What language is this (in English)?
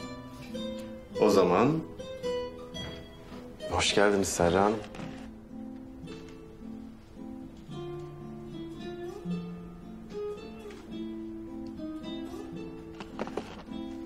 Turkish